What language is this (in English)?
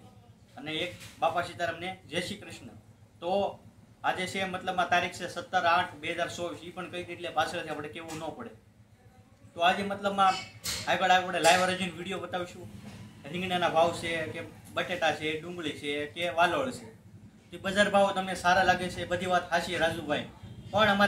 Gujarati